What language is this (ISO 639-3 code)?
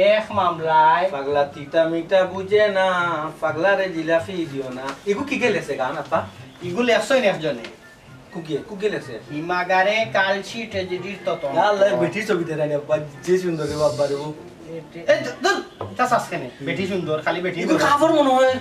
syl